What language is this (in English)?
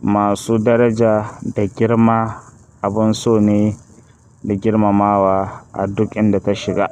Hausa